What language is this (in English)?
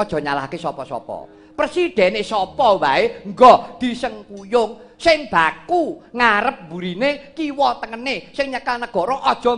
Javanese